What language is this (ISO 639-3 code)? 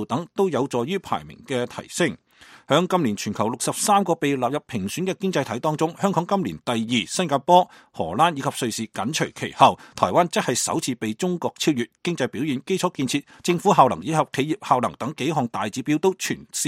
yue